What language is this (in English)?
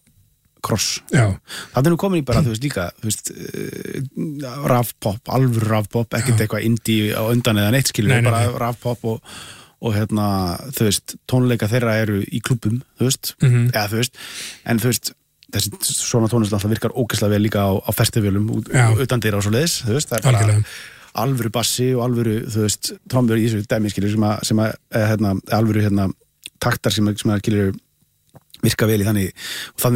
Icelandic